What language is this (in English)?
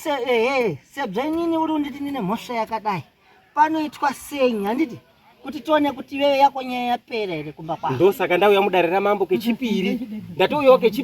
Shona